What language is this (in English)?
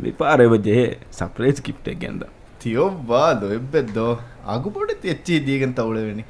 Divehi